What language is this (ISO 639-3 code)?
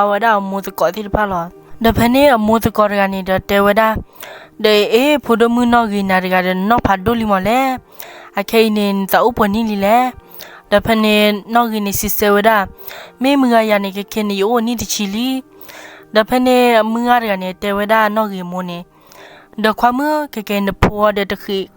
ksw